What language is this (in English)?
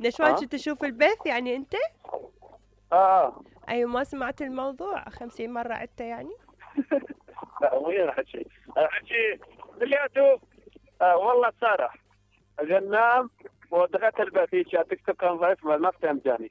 Mesopotamian Arabic